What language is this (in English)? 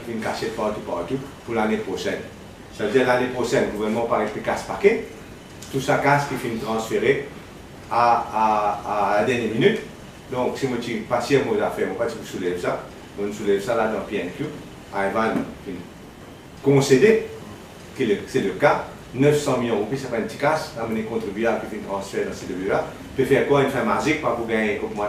Morisyen